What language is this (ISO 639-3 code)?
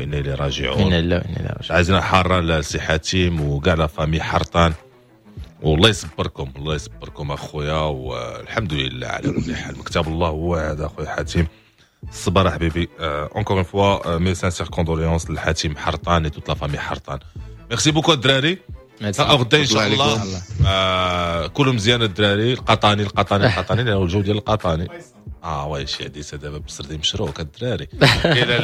ary